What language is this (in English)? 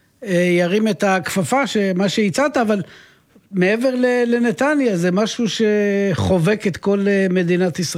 Hebrew